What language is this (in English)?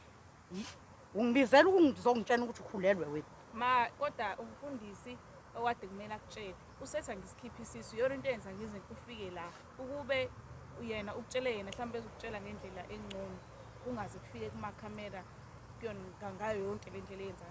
Zulu